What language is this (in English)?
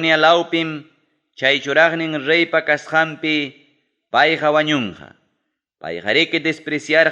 Ayacucho Quechua